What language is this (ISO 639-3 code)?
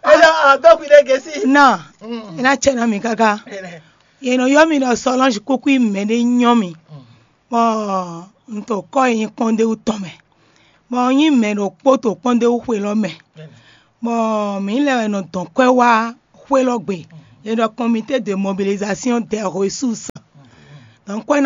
fon